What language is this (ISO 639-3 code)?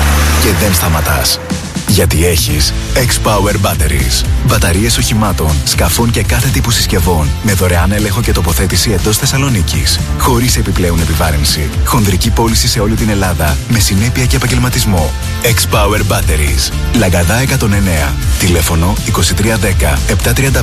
ell